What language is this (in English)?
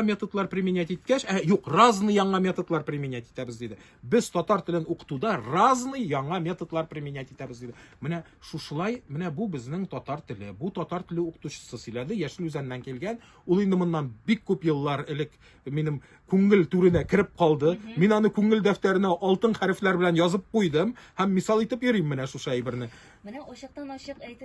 Tatar